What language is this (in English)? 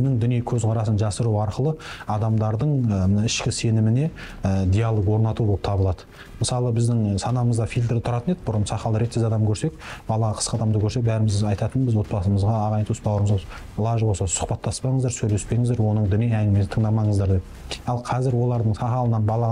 Kazakh